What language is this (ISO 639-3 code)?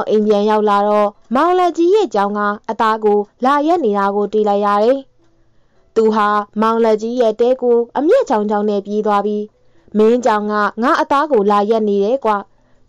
mya